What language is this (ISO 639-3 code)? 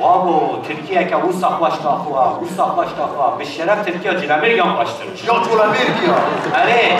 kur